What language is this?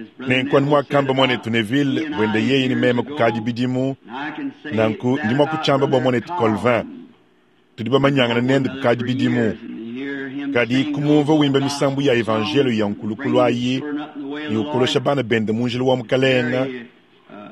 Luba-Lulua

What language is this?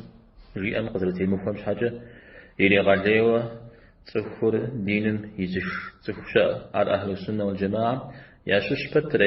Kabardian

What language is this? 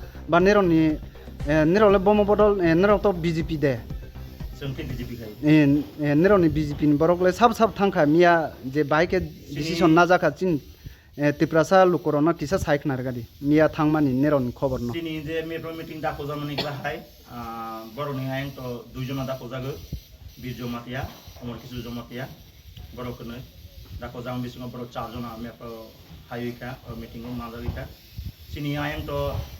Riang (India)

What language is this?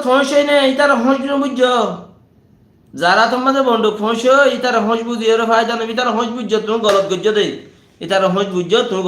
Rohingya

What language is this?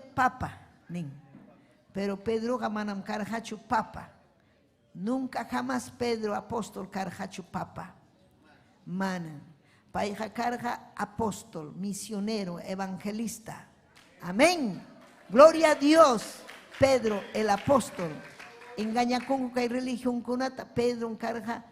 Ayacucho Quechua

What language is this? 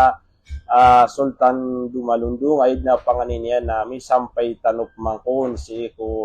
Maranao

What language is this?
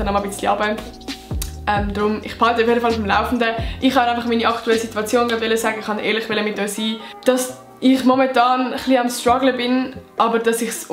Swiss German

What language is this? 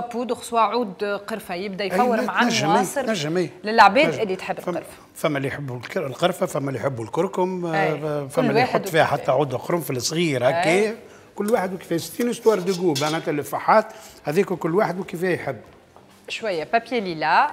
Tunisian Arabic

